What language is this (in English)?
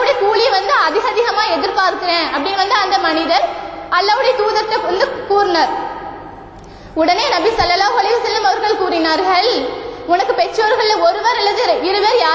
Tamil